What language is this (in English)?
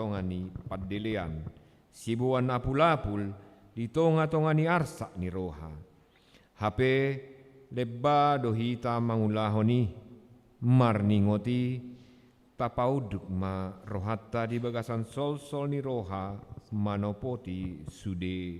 Batak Toba